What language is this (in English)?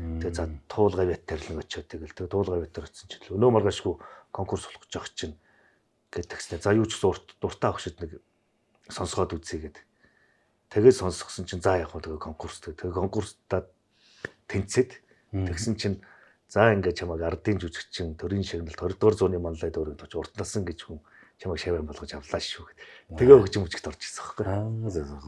Mongolian